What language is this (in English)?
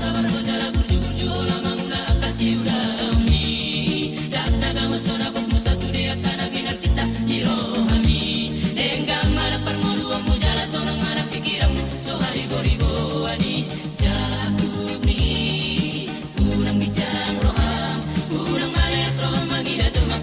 Batak Toba